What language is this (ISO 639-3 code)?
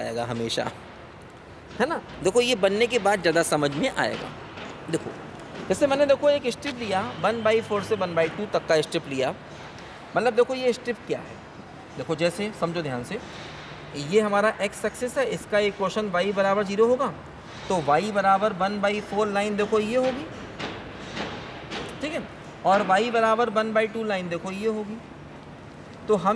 hin